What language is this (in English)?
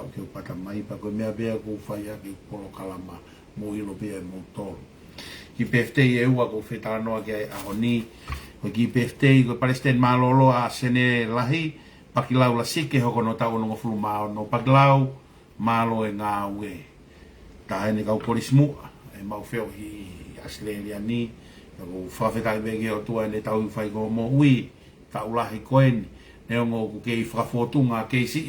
Tongan